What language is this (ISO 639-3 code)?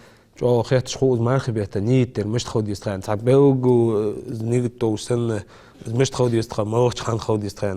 inh